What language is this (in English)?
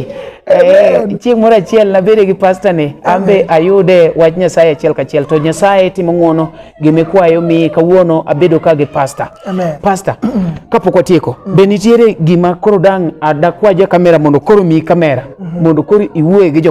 Luo (Kenya and Tanzania)